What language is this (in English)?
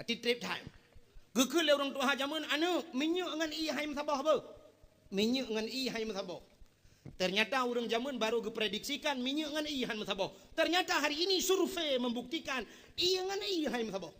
Achinese